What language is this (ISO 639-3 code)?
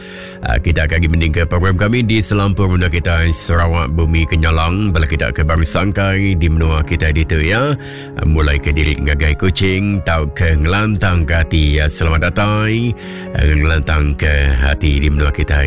iba